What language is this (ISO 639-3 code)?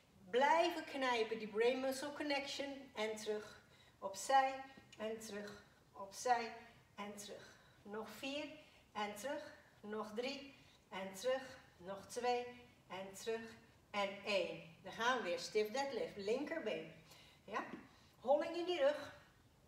nld